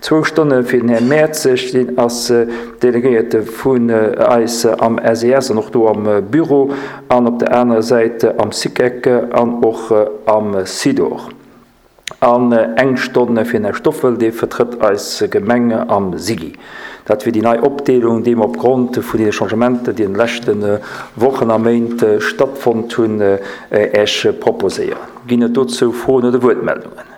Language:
Luxembourgish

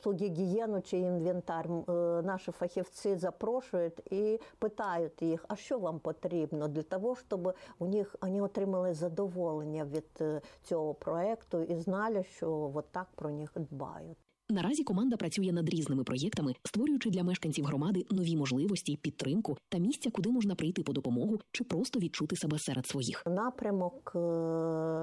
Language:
Ukrainian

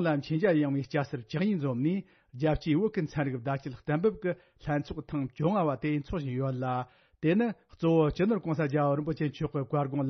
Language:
Tibetan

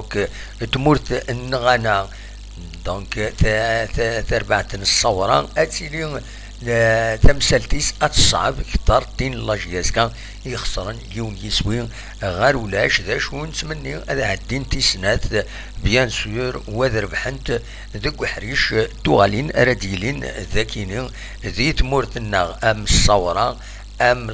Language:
Kabyle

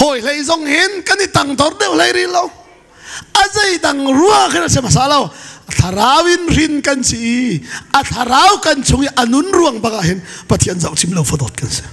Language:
Hakha Chin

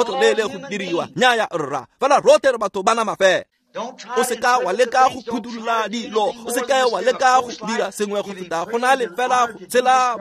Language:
Tswana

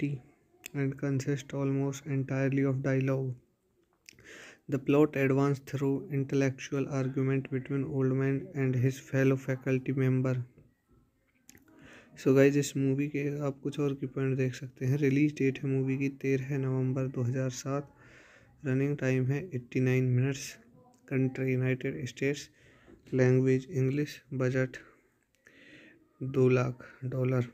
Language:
Hindi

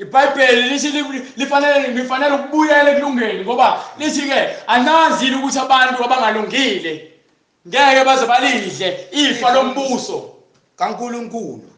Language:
Zulu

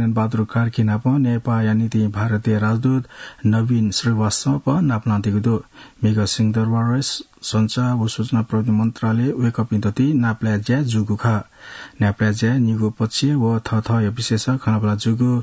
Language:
Newari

